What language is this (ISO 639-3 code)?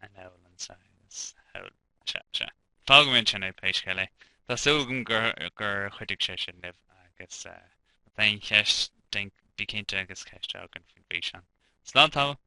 gle